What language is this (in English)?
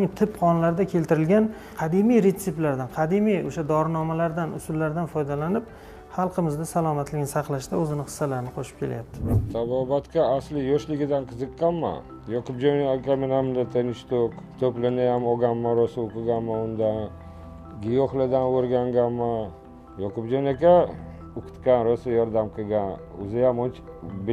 Uzbek